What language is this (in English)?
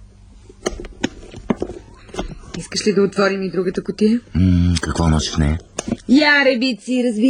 Bulgarian